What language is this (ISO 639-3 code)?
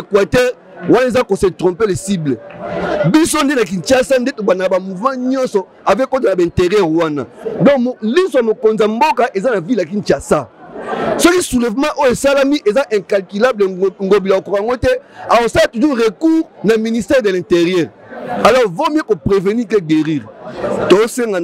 lin